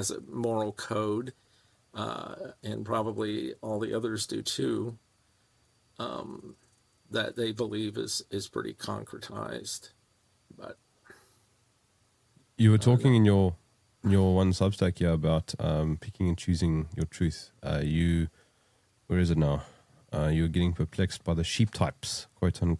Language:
English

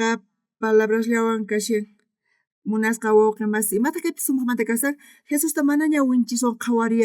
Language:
South Bolivian Quechua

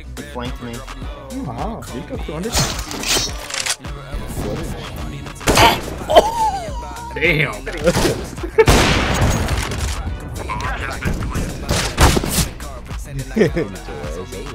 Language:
English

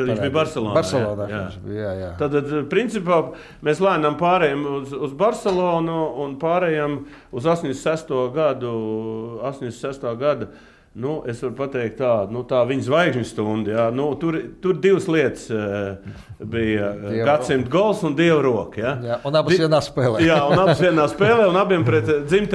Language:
Latvian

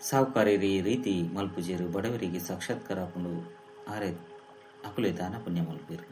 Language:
Tulu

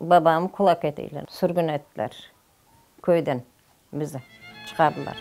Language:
Crimean Tatar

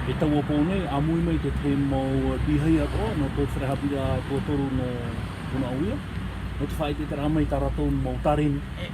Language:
Tahitian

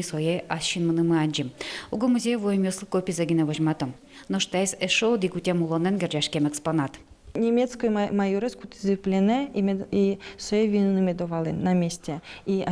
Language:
Udmurt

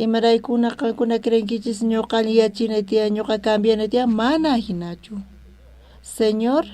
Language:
South Bolivian Quechua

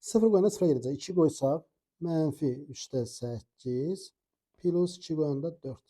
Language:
Azerbaijani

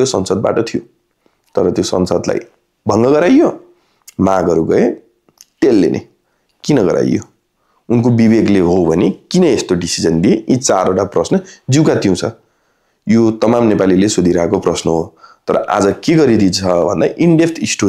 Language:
Nepali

